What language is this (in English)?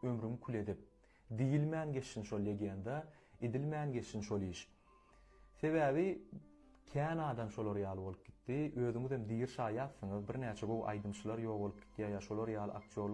Turkmen